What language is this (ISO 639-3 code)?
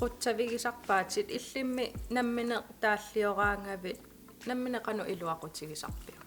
kal